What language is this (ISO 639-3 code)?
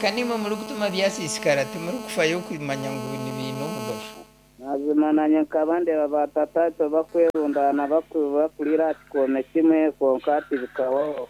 nyn